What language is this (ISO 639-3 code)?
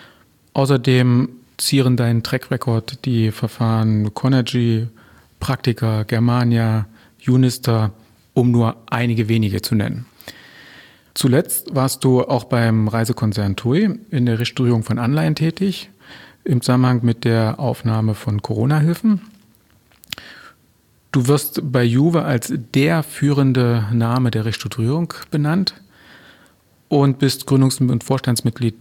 deu